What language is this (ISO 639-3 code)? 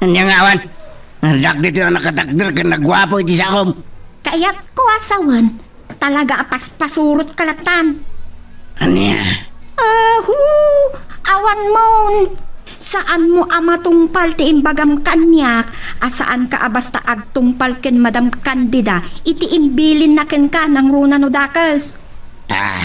ilo